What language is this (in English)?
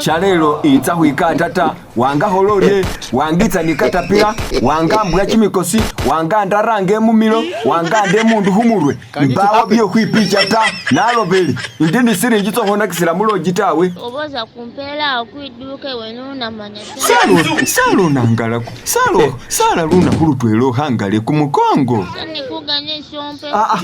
Masaaba